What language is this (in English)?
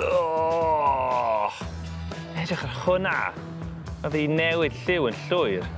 Welsh